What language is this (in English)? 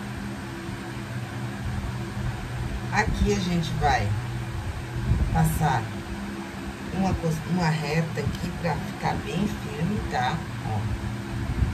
Portuguese